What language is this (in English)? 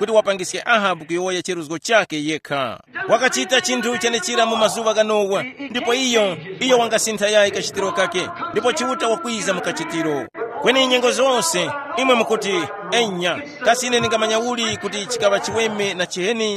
Tumbuka